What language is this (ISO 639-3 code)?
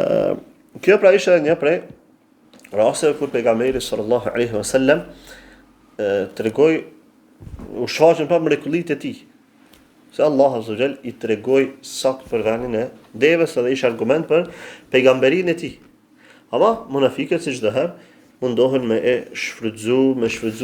sqi